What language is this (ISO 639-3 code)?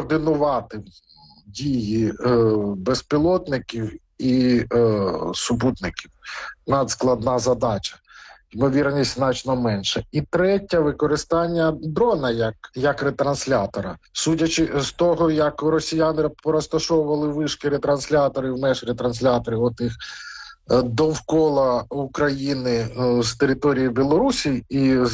ukr